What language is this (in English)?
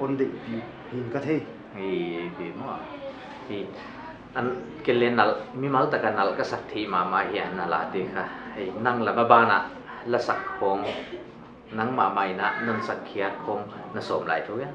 Paite Chin